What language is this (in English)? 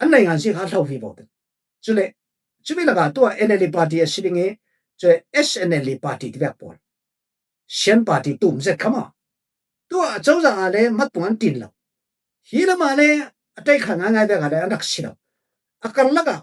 Falam Chin